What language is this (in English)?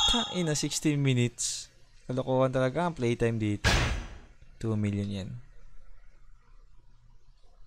Filipino